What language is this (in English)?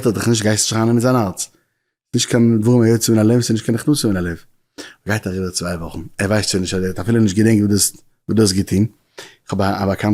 Yiddish